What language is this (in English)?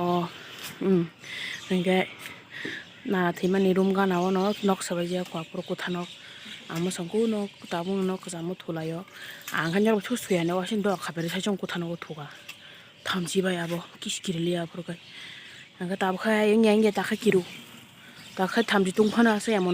Kok Borok